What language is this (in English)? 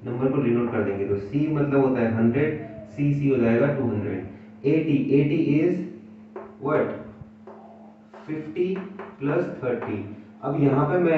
Hindi